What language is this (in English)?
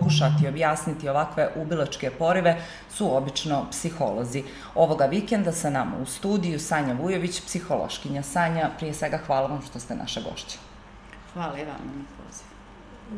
Serbian